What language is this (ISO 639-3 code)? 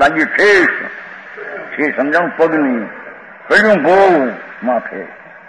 guj